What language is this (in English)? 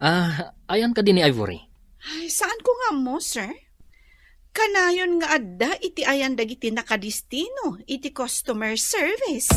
Iloko